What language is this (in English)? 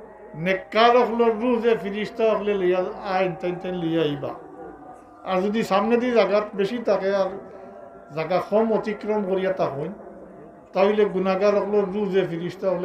Sylheti